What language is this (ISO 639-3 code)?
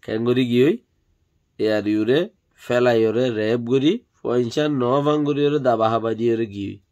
rhg